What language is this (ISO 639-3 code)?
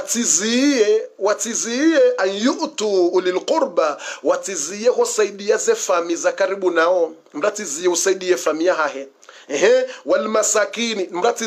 swa